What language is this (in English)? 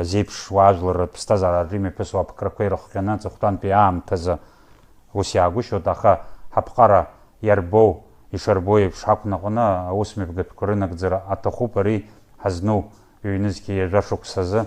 Abkhazian